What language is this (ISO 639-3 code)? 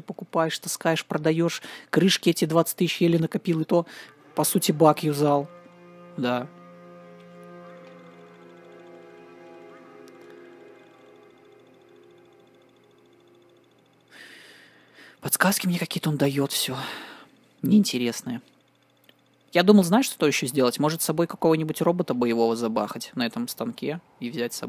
rus